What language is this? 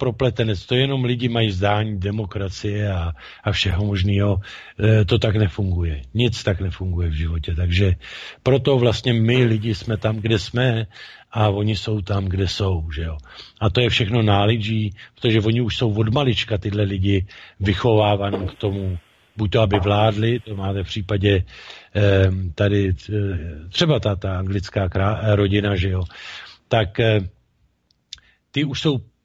Czech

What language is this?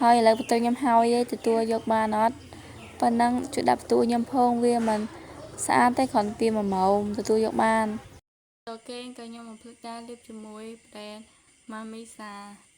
Khmer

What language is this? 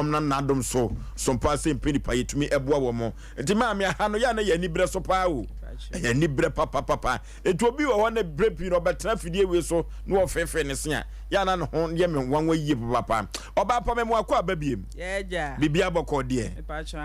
Akan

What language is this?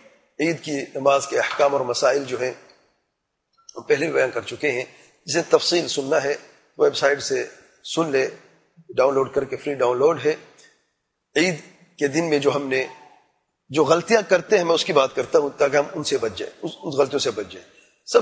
Urdu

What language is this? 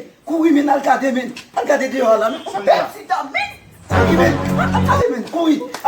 Haitian Creole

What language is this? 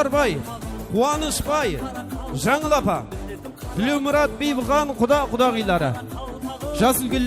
Kara-Kalpak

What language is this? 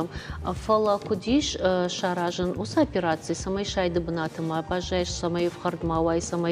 Ossetic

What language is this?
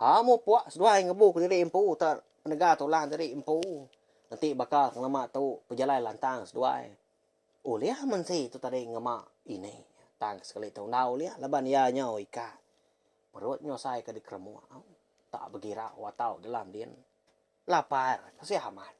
Iban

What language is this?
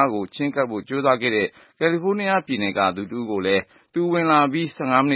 Burmese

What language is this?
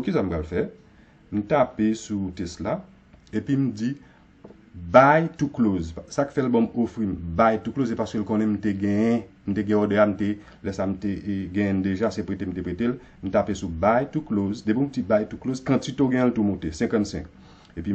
Haitian Creole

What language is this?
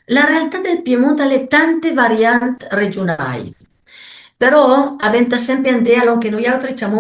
Piedmontese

